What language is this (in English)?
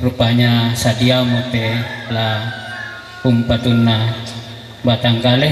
Toraja-Sa'dan